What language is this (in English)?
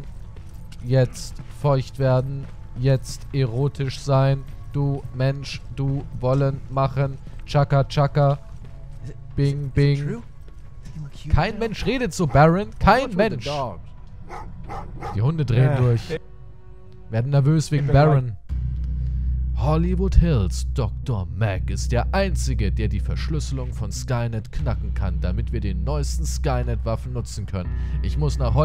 German